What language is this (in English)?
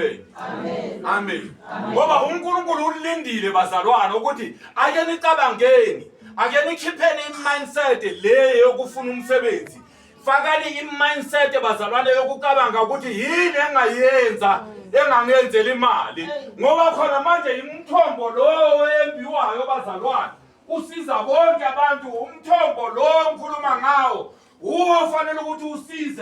Zulu